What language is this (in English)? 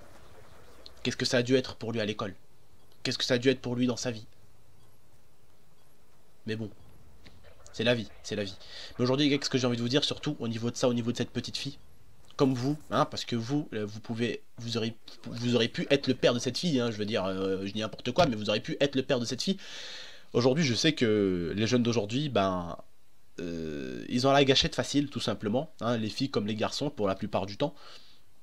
French